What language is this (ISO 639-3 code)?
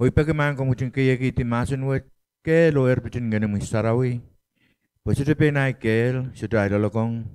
pon